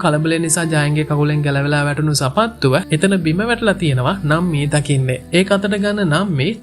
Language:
Sinhala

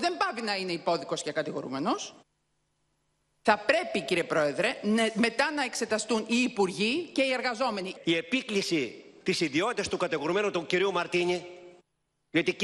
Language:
Greek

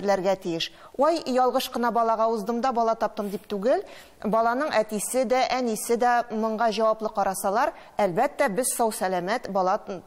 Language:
Tatar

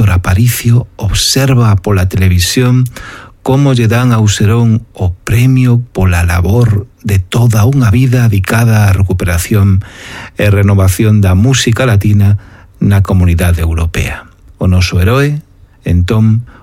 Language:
Galician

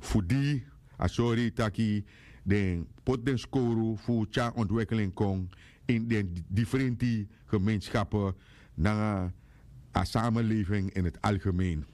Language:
Sranan Tongo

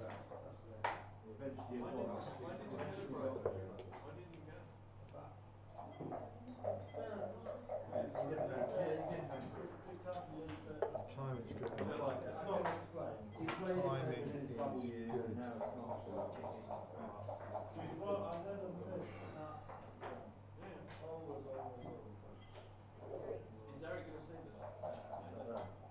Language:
English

